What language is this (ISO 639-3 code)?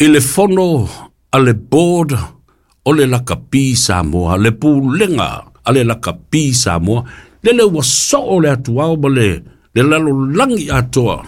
smo